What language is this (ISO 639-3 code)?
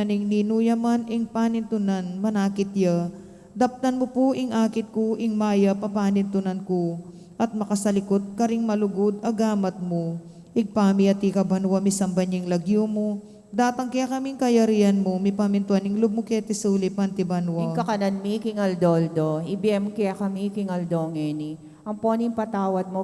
pam